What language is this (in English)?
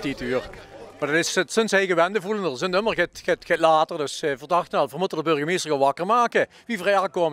Limburgish